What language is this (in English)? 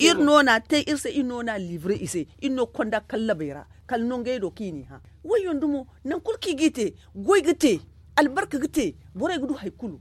Zarma